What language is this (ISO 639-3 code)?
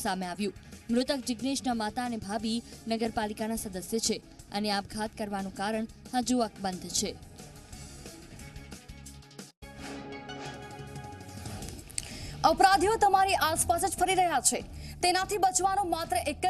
guj